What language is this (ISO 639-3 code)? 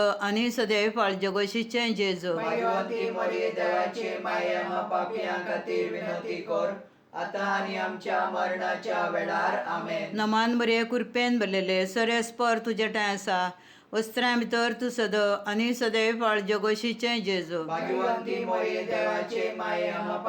kok